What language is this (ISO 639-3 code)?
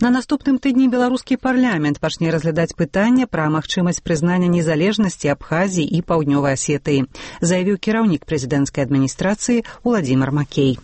bel